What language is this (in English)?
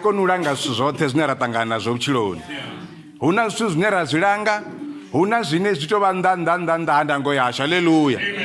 Venda